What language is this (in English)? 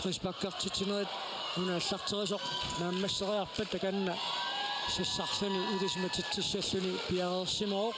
Kalaallisut